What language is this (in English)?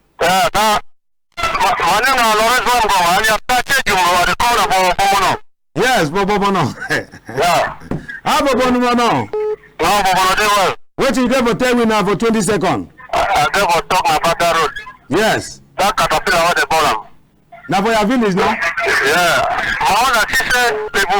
Cameroon Pidgin